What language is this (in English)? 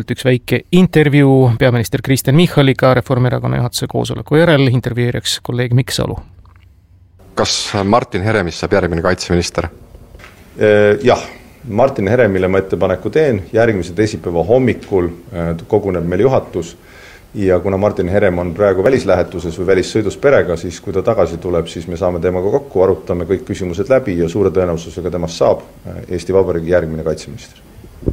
Estonian